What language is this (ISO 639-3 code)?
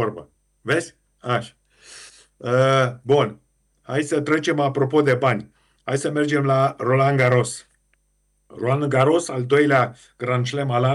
ron